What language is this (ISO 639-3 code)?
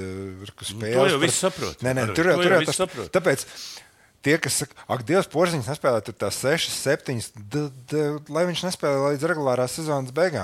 lav